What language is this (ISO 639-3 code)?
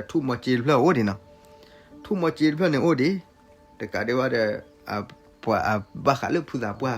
ksw